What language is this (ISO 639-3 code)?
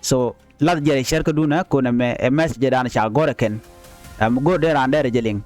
nus